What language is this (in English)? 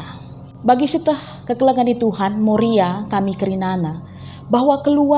Batak Karo